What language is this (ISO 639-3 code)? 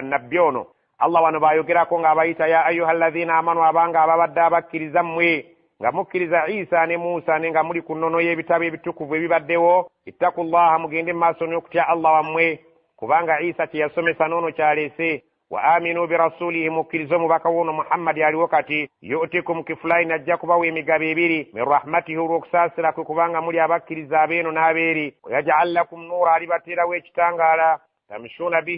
lug